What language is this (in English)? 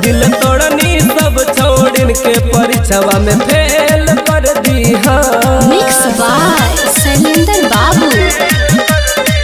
Bhojpuri